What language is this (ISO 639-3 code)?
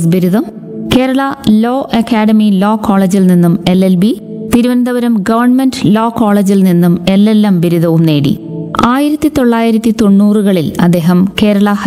mal